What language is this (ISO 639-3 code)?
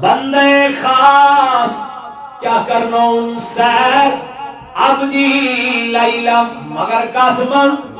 kas